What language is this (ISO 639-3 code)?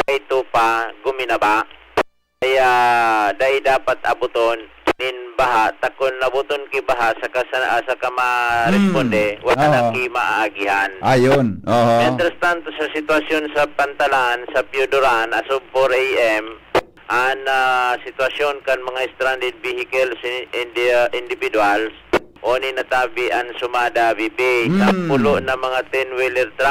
bik